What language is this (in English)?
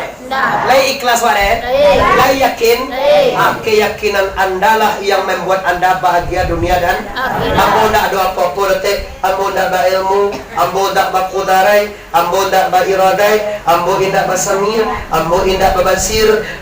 Minangkabau